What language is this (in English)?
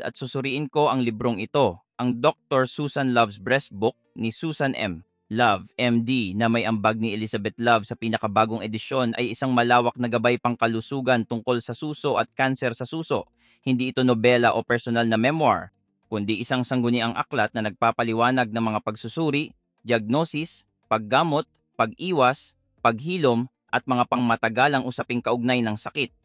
Filipino